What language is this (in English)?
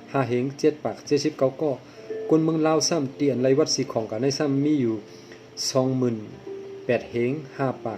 Shan